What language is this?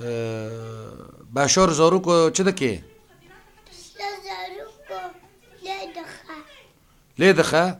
Kurdish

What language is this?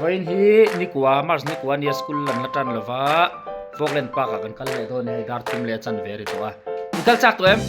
Mizo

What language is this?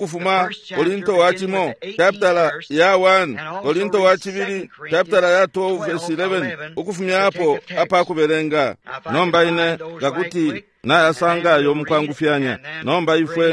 Bemba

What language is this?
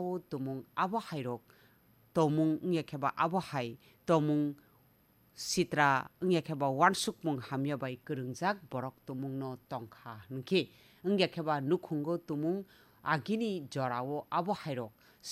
Kok Borok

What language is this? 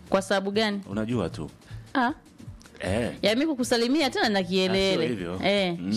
Swahili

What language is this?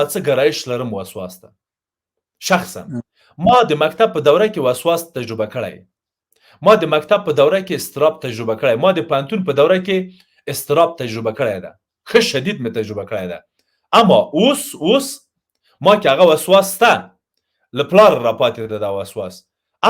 Pashto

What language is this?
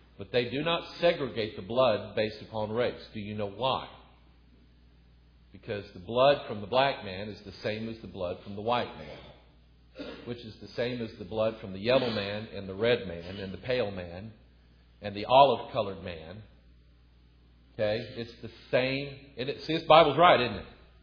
English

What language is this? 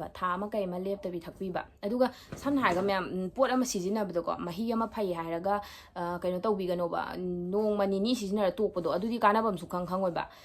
Manipuri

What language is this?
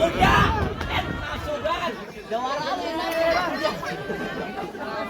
Betawi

